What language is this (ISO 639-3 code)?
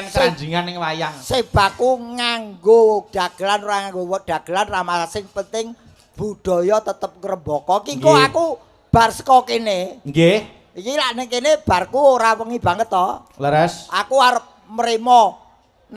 jav